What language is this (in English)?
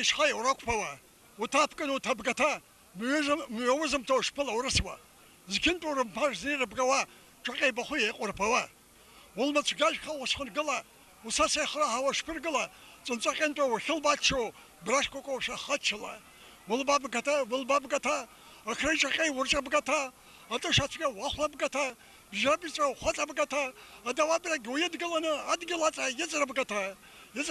Abkhazian